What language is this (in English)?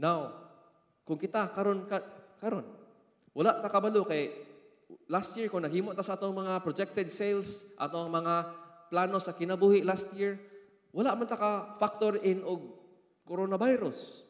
Cebuano